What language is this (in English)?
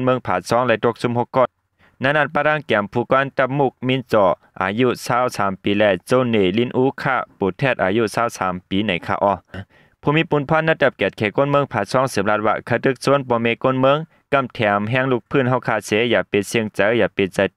Shan